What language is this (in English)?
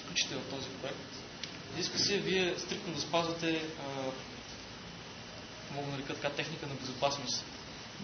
Bulgarian